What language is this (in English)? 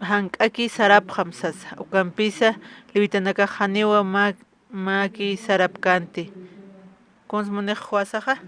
Aymara